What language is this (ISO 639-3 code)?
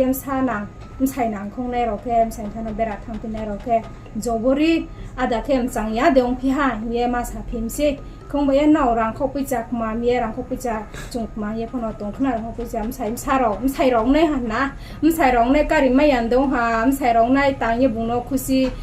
ria